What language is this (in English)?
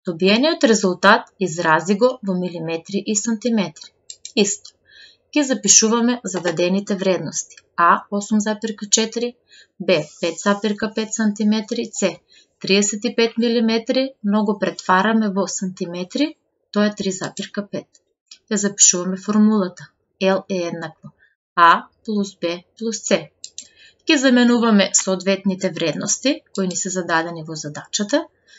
Macedonian